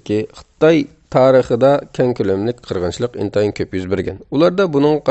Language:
Uyghur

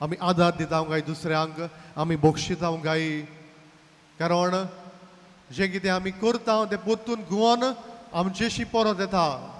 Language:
Konkani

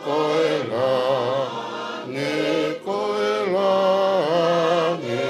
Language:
Tongan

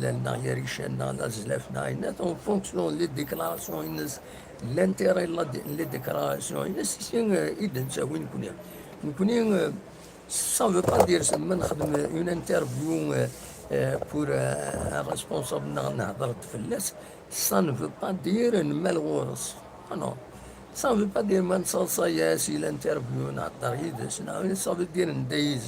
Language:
Kabyle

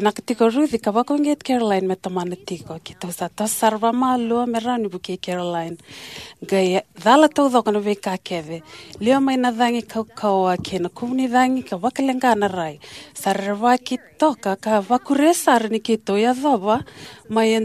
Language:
Fijian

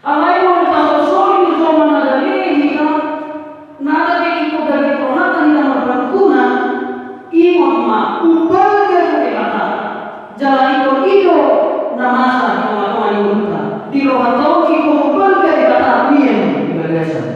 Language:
Batak Toba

